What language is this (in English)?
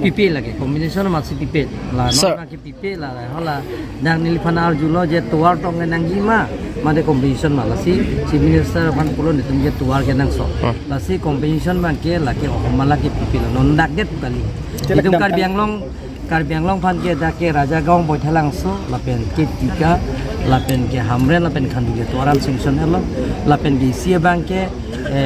Karbi